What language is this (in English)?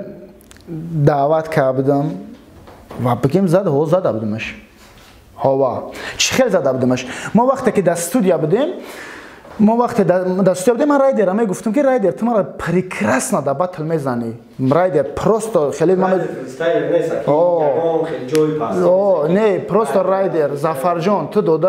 Tajik